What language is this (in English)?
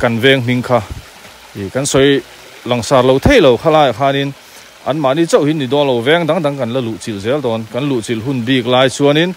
Mizo